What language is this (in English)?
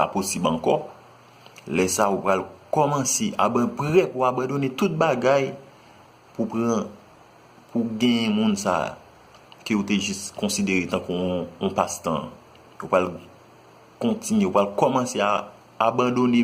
Haitian Creole